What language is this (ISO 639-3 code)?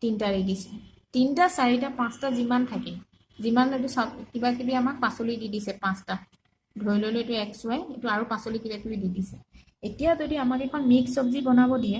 asm